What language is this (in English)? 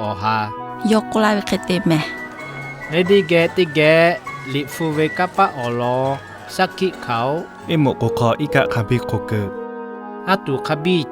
Lahu